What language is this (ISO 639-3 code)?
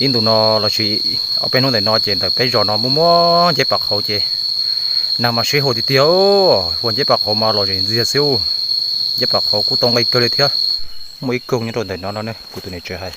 hmn